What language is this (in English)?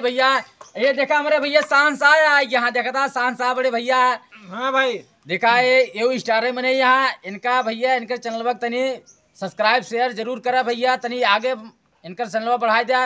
Awadhi